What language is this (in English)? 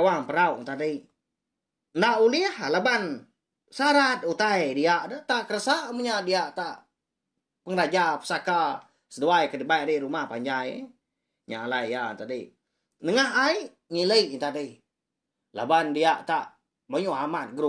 Iban